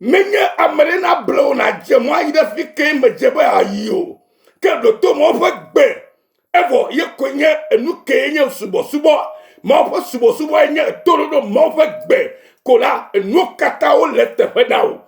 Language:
Ewe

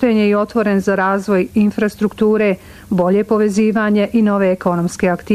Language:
Bosnian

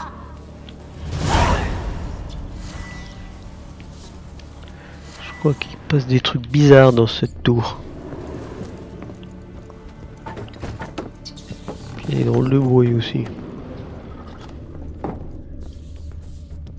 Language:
French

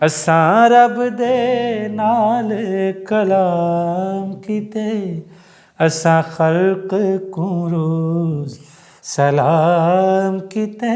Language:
Saraiki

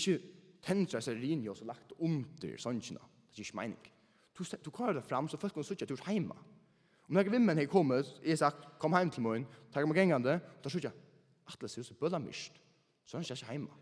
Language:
Faroese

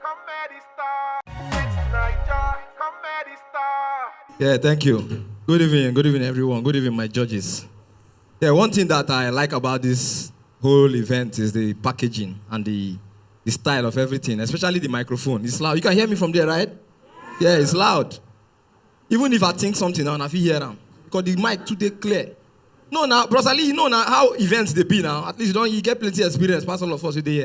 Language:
Nigerian Pidgin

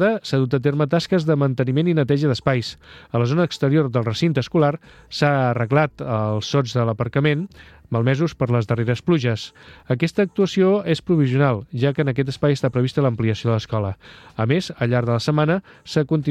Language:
Catalan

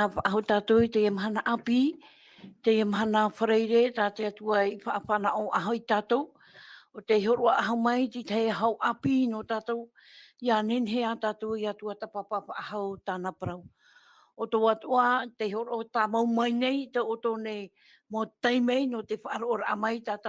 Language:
Tahitian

